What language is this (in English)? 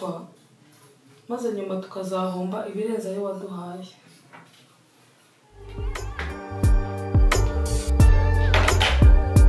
Kinyarwanda